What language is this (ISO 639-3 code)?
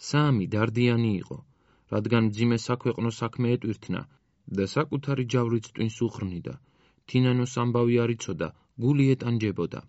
kat